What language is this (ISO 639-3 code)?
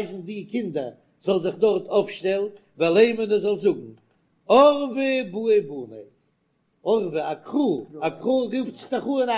yid